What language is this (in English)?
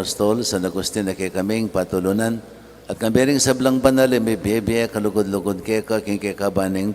Pampanga